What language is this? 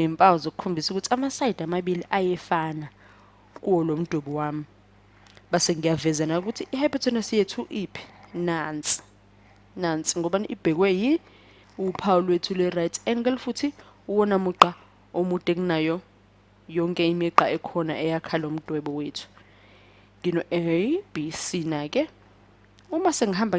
Zulu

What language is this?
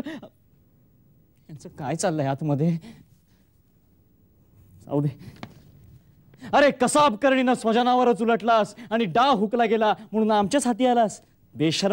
Marathi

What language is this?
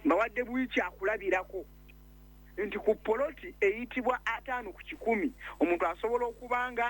Ganda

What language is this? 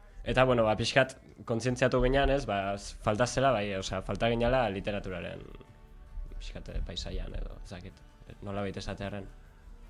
Basque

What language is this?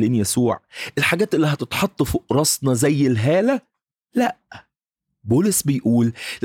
Egyptian Arabic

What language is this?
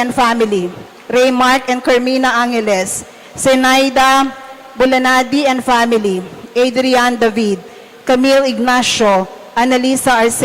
Pampanga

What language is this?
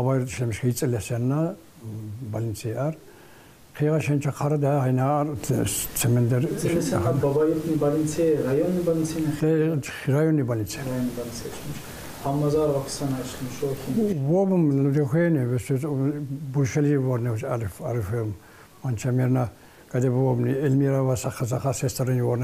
Tsakhur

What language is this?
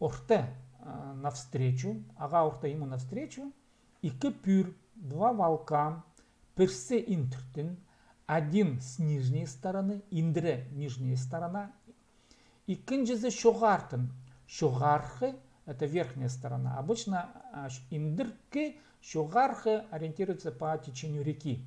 Khakas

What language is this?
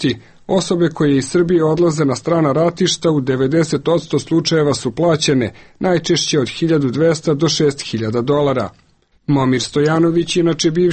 Serbian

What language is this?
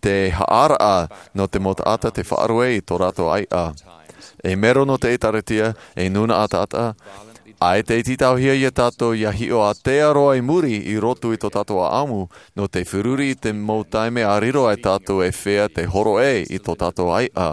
Tahitian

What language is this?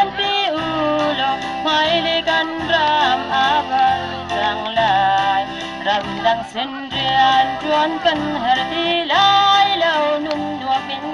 Hakha Chin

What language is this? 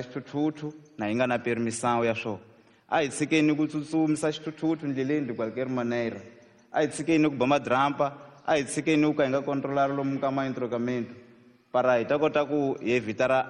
Tsonga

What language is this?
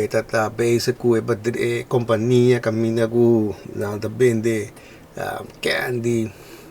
Papiamento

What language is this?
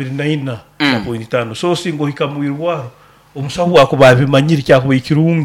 Nyoro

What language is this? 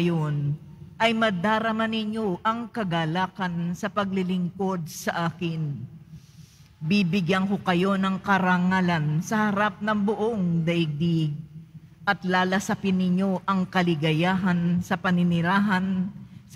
Filipino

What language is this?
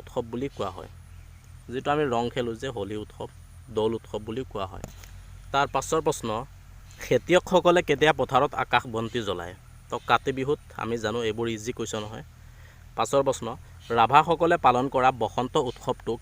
Assamese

